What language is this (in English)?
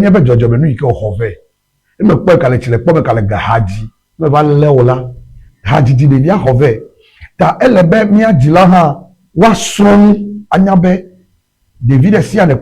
Ewe